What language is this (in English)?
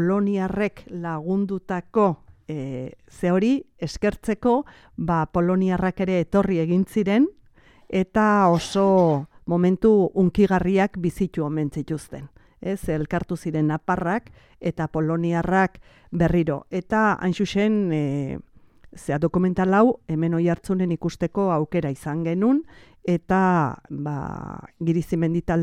Basque